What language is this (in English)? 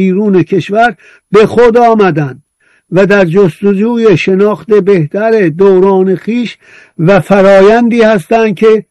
Persian